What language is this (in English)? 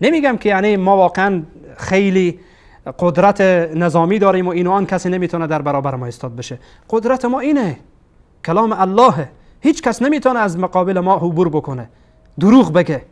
Persian